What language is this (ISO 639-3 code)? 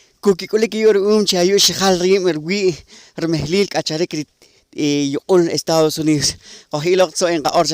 poh